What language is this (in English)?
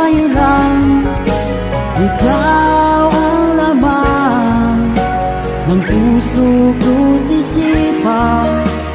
Filipino